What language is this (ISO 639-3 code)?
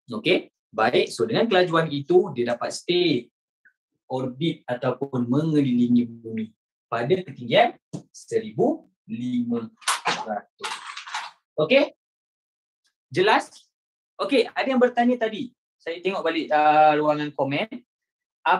msa